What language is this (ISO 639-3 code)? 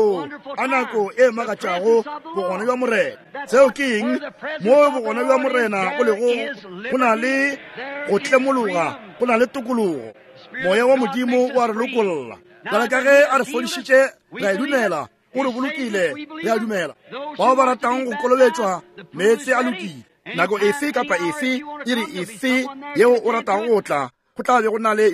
nso